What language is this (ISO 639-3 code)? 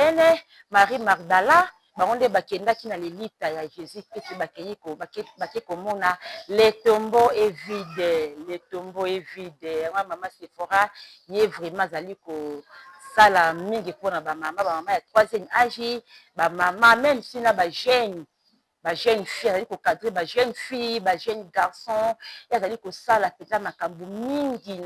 lin